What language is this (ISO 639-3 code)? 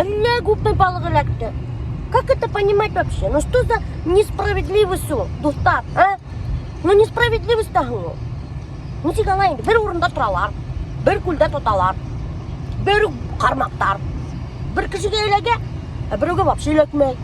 bak